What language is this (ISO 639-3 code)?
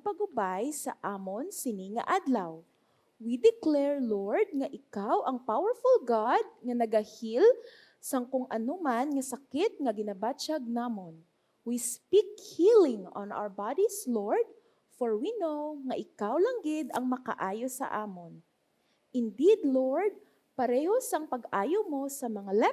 hil